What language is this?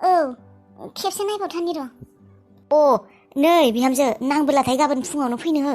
Bodo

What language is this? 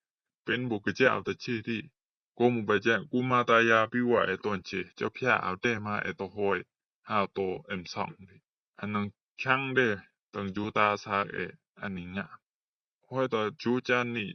Rumai Palaung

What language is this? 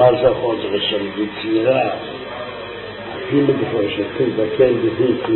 Hebrew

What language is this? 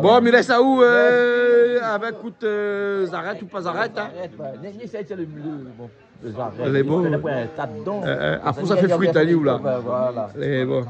Réunion Creole French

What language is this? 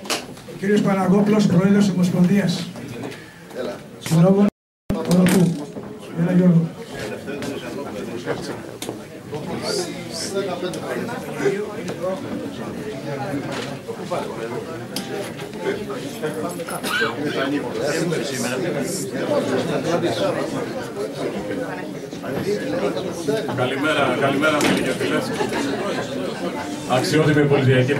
Greek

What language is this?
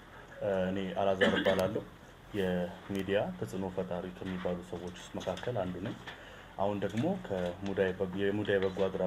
Amharic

